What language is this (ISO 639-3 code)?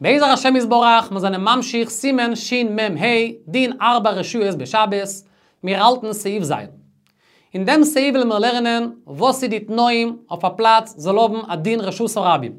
yid